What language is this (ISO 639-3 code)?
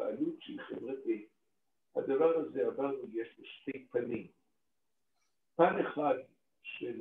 heb